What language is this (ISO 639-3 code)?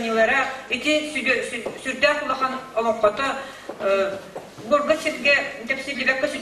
sah